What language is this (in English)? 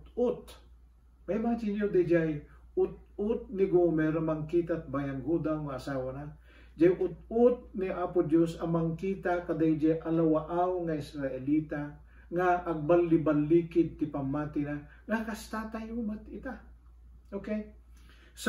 Iloko